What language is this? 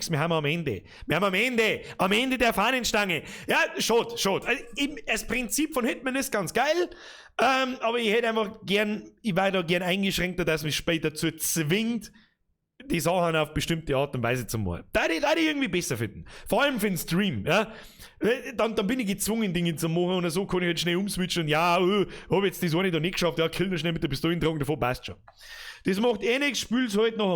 Bavarian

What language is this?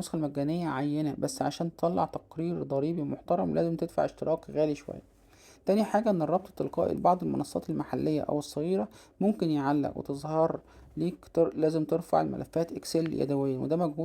Egyptian Arabic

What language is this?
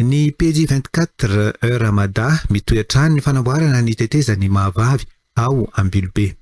Malagasy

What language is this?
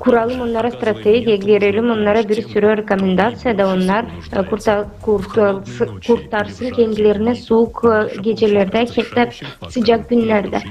Gagauz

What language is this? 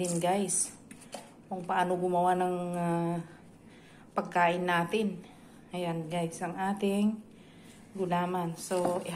Filipino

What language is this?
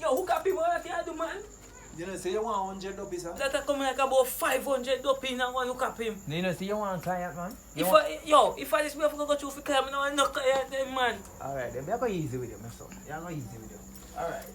Jamaican Creole English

